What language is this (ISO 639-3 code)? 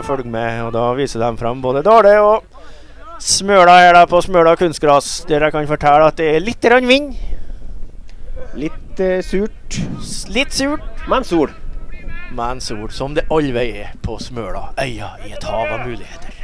nor